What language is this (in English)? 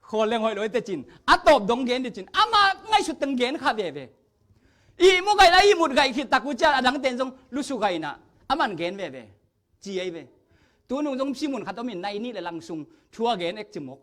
Tedim Chin